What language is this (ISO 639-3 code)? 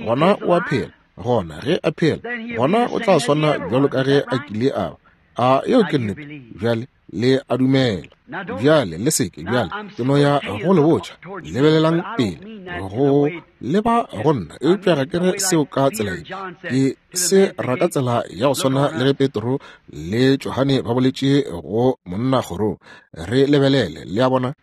nso